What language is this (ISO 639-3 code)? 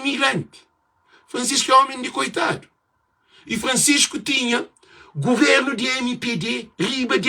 kea